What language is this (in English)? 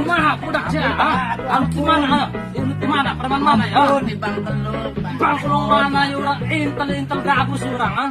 Sundanese